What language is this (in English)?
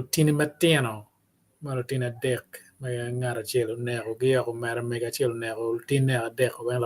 Acoli